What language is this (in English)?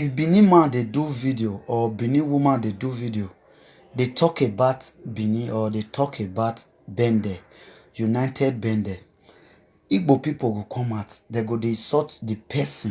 Nigerian Pidgin